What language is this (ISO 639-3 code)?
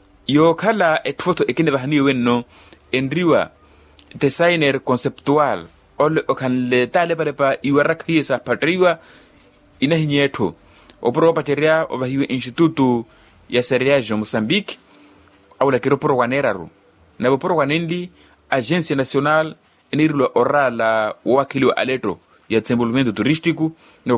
vmw